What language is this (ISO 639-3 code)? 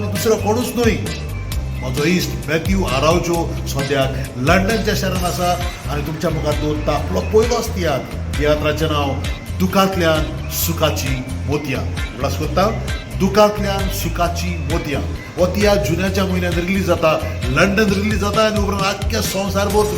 kok